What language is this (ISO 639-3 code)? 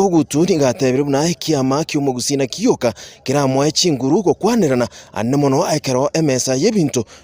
guz